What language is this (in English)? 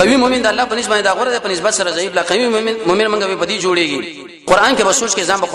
Pashto